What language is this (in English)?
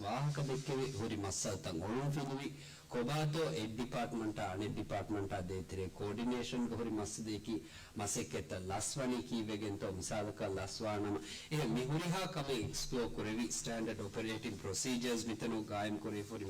Divehi